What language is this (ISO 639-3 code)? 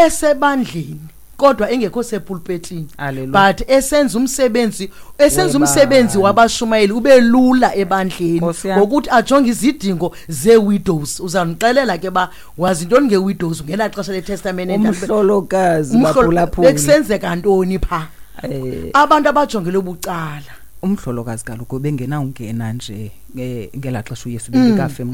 xho